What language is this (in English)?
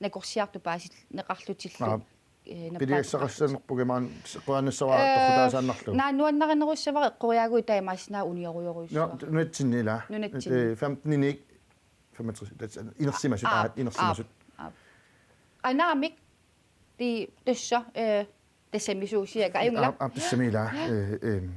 Kalaallisut